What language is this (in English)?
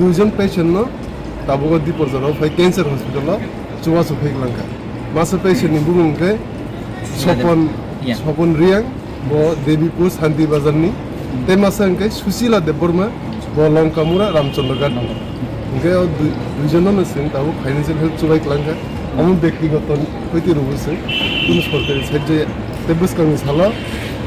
Riang (India)